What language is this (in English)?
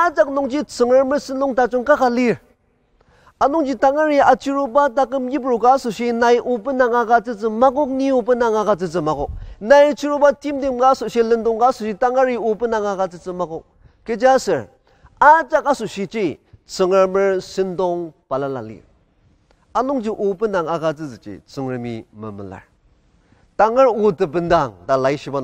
Ao Naga